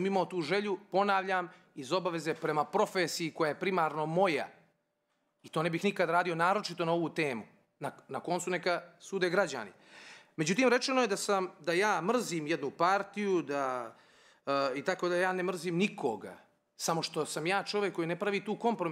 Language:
Bosnian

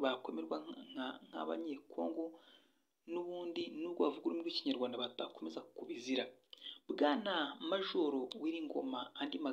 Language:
Kinyarwanda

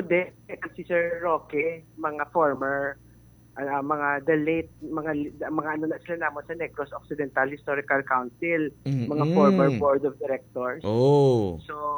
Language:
Hiligaynon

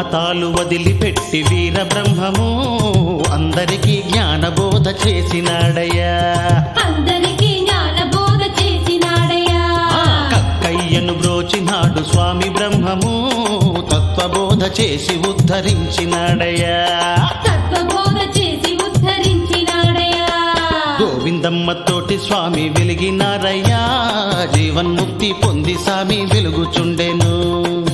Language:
Telugu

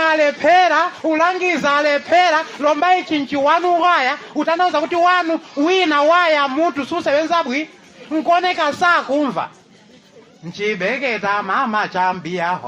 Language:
Nyanja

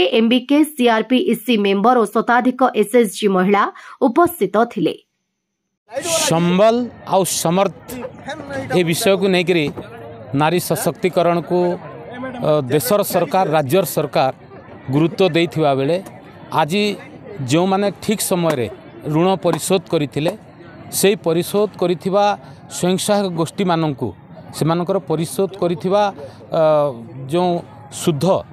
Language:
Odia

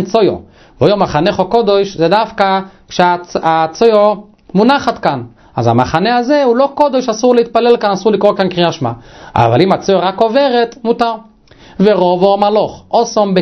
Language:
Hebrew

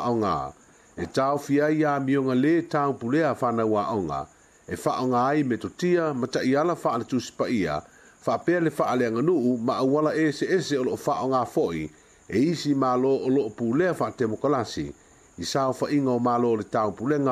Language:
Samoan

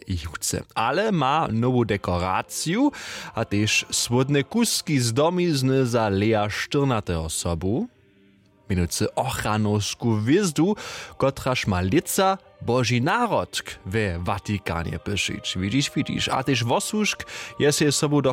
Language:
Upper Sorbian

